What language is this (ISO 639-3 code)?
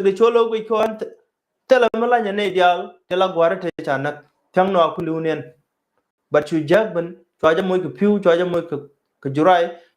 nus